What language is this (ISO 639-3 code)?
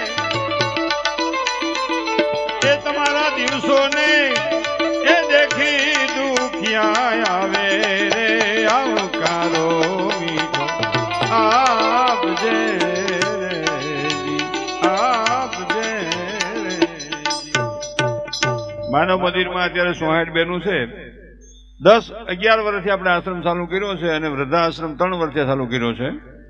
guj